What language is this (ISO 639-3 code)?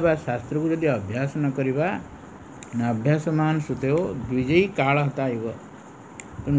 ori